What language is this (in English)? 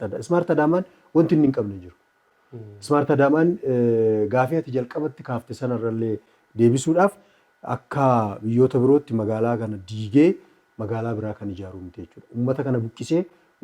Oromo